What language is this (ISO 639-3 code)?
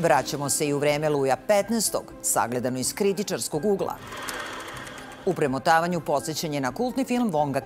srp